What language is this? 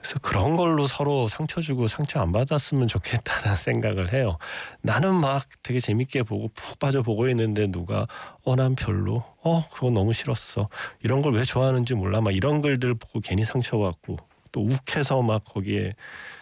Korean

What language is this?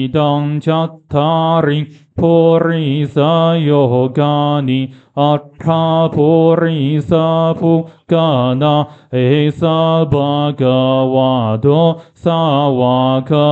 Pali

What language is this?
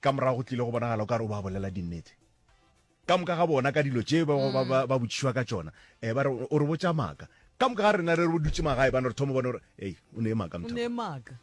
Northern Sotho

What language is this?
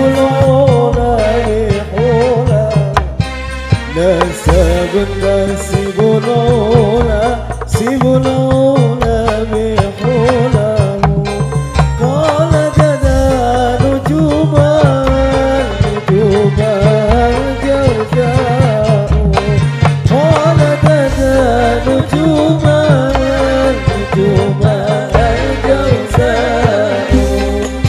Arabic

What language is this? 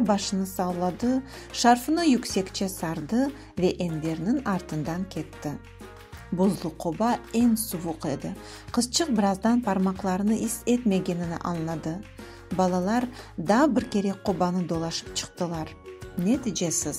Crimean Tatar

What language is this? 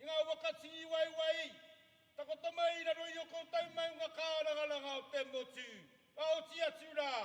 Māori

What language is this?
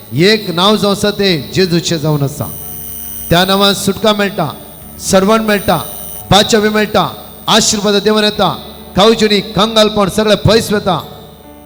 Konkani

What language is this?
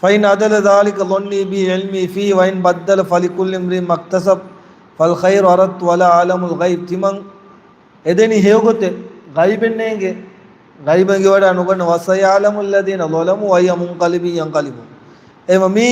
Divehi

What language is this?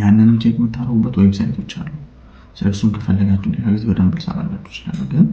Amharic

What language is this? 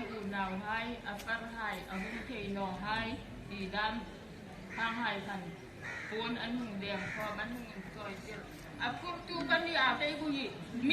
Hmar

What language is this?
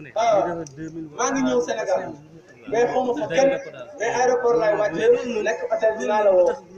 Wolof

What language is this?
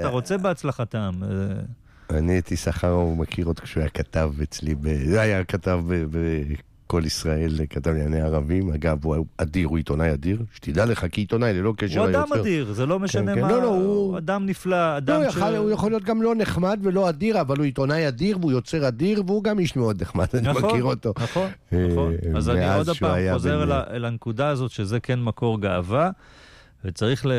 Hebrew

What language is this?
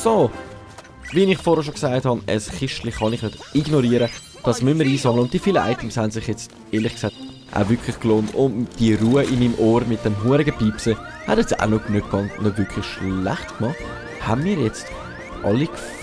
Swiss German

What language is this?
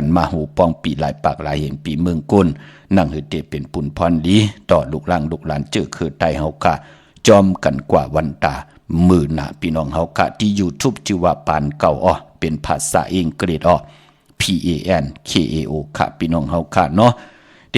Shan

